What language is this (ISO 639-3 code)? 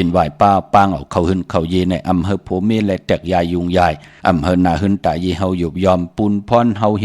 shn